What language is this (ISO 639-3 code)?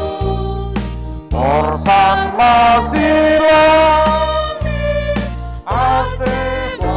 bts